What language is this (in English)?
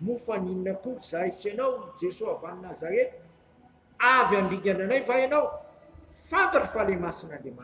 Malagasy